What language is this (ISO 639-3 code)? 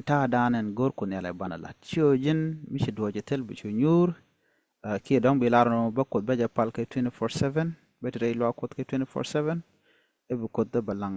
nus